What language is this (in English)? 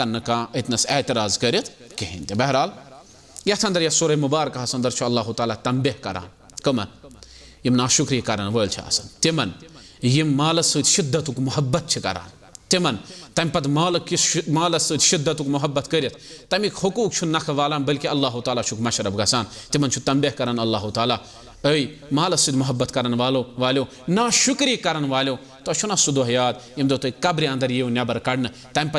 Kashmiri